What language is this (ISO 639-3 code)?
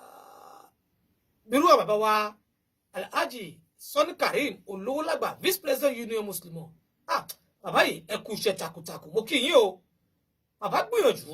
yor